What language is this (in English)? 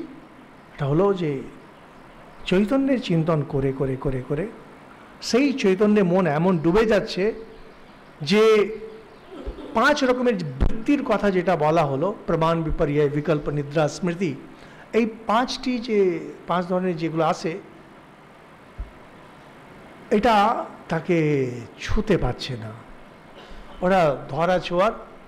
Bangla